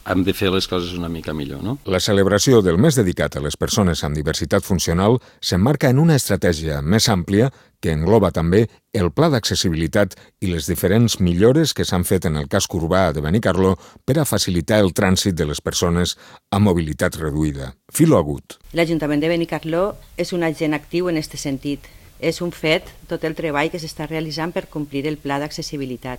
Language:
Catalan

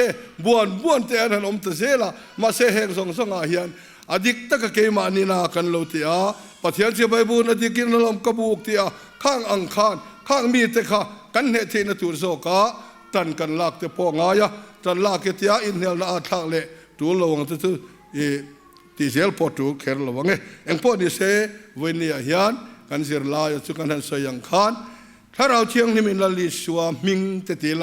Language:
Mizo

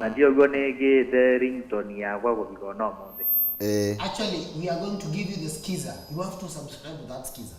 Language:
Kamba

